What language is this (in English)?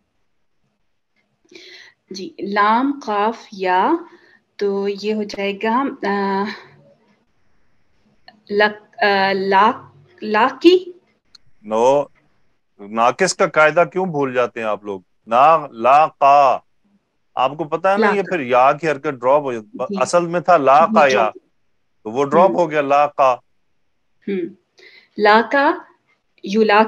Urdu